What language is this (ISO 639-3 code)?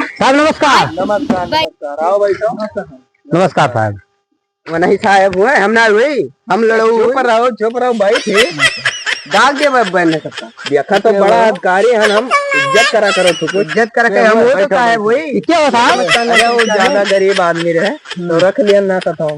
awa